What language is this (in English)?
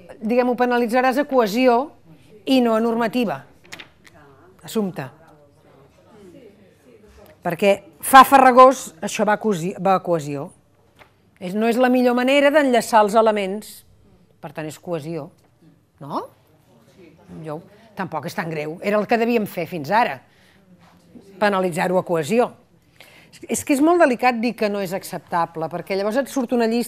Catalan